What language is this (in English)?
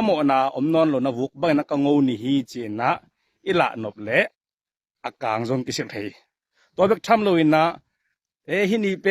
Tedim Chin